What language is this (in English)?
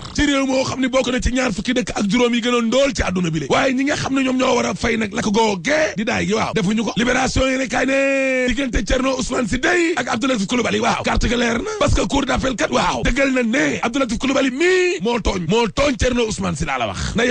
Wolof